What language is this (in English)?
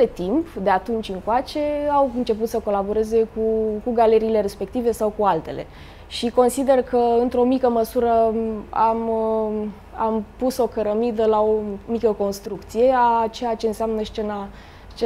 Romanian